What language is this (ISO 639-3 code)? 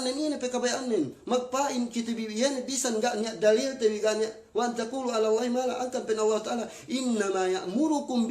yka